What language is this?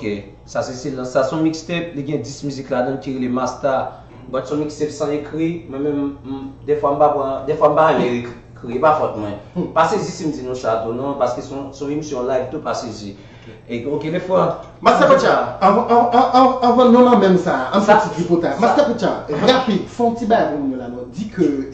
Haitian Creole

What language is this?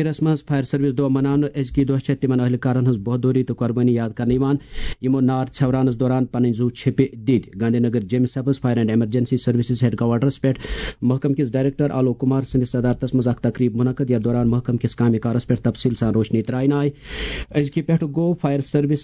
Kashmiri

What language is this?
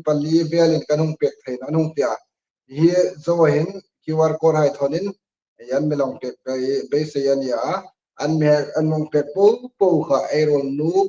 Hmar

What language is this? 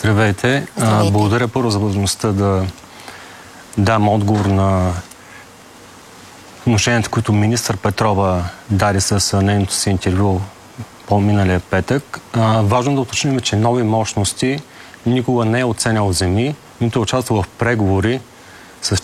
Bulgarian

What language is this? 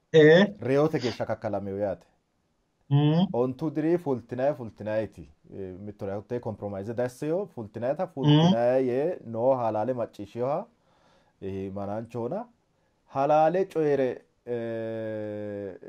Sidamo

